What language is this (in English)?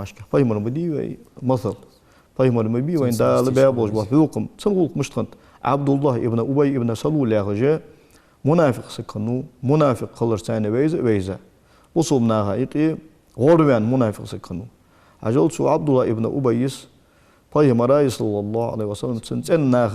Ingush